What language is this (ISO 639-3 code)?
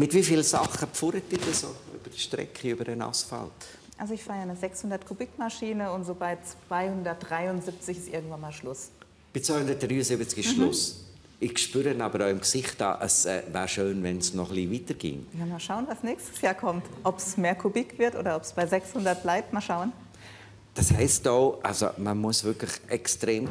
gsw